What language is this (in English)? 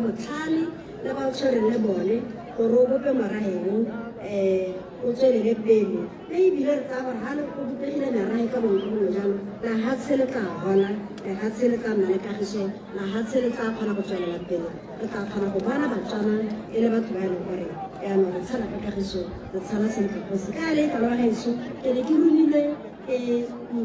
Tswana